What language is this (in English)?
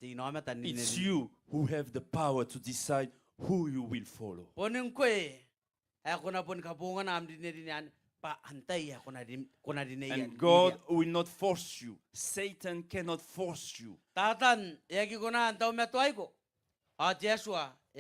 Gilbertese